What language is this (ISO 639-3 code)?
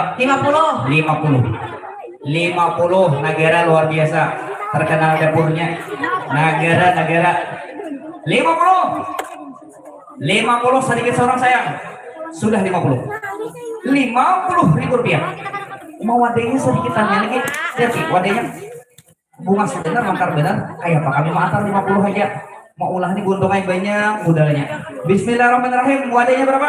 bjn